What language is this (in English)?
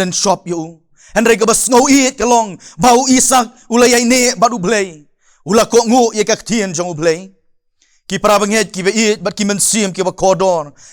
Khasi